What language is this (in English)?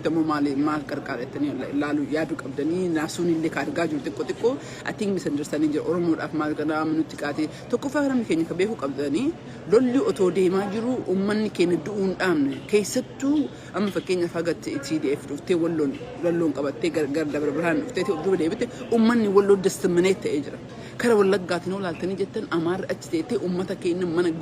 Oromo